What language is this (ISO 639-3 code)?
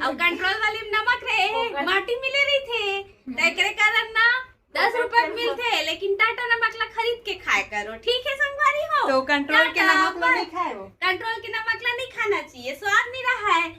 hne